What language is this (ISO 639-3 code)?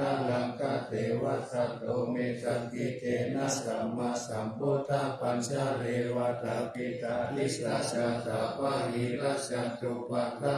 pli